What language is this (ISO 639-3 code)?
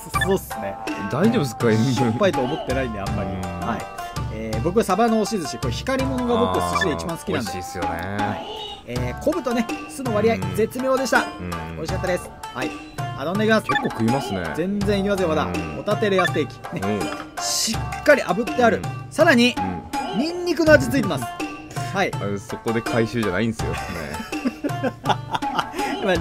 jpn